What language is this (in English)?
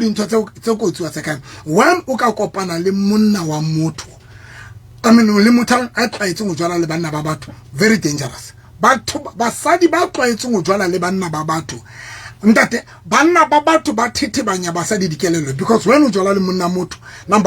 Southern Sotho